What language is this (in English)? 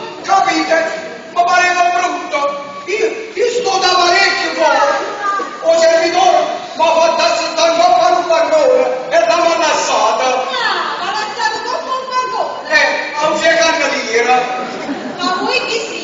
Neapolitan